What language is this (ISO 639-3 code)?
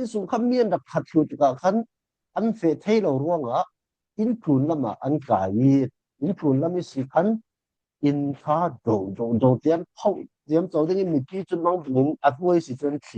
cfm